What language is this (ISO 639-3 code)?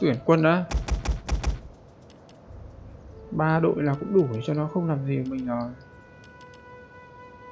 vie